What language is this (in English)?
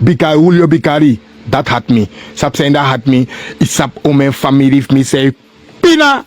Sranan Tongo